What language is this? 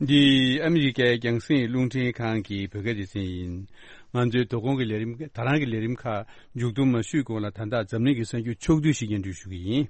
Tibetan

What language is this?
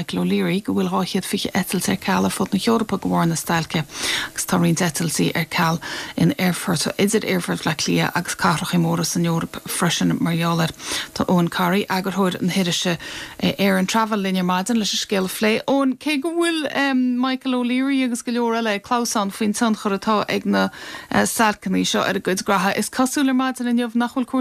Irish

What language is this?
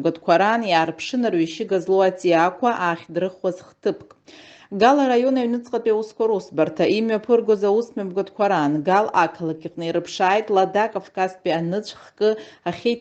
Abkhazian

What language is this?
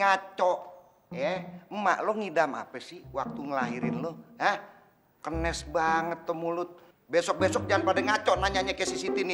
Betawi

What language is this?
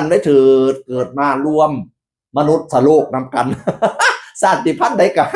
Northeastern Thai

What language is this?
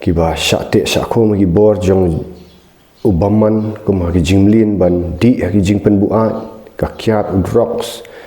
Khasi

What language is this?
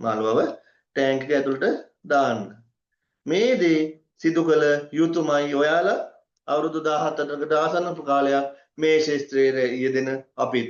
Sinhala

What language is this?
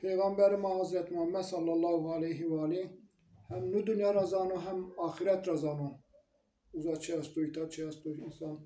Zaza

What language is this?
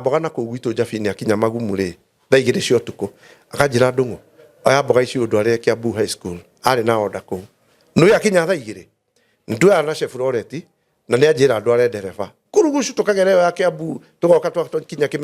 Kikuyu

